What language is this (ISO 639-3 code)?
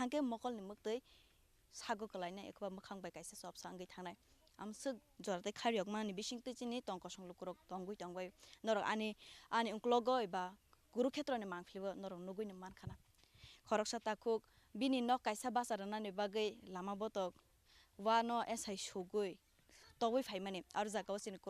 trp